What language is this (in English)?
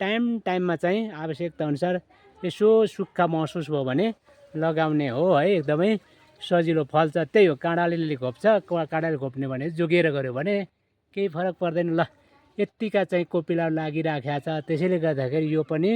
Nepali